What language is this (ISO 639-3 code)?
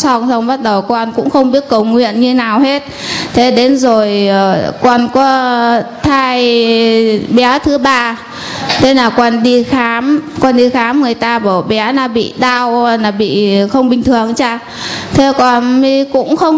vie